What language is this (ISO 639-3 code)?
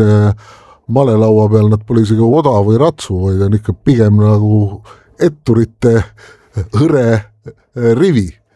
est